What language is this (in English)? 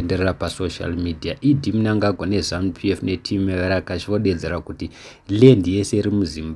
Shona